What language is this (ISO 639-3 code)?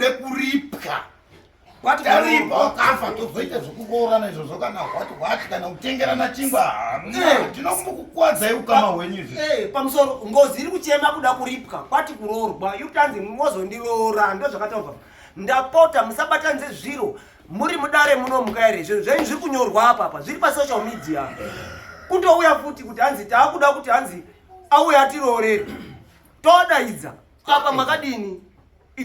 sna